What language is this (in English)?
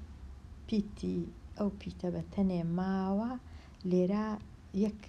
Central Kurdish